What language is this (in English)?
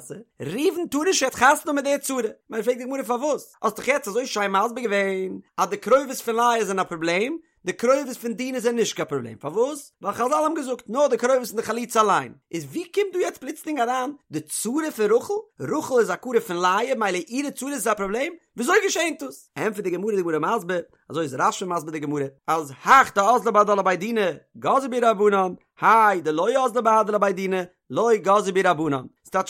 Yiddish